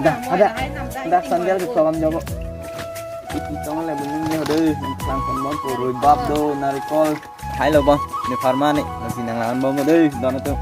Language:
Karbi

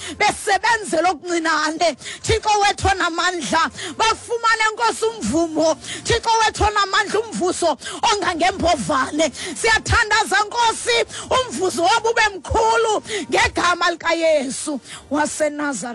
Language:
Xhosa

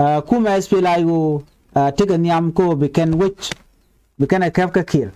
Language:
Nuer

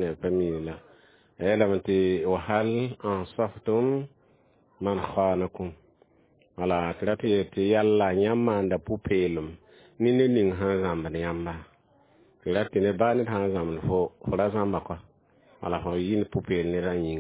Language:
Mossi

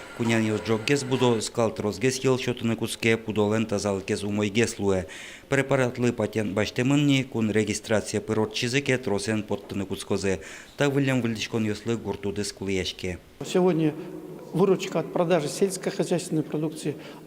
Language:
Udmurt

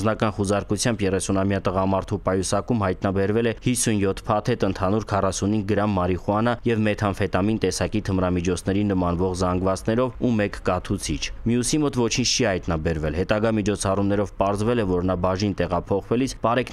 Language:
Armenian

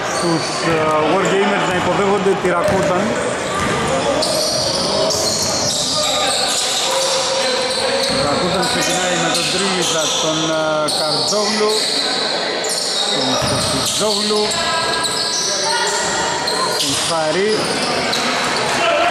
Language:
Greek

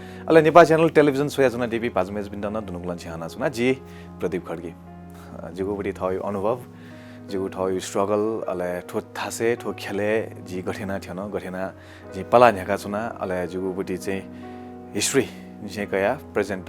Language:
Newari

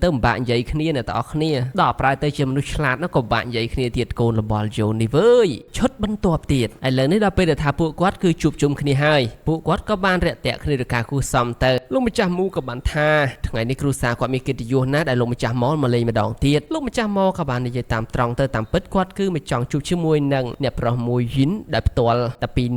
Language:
Khmer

